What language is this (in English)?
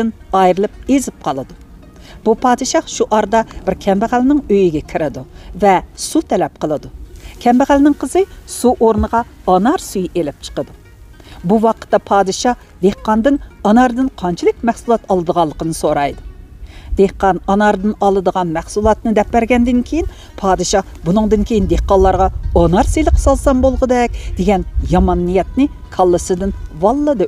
Uyghur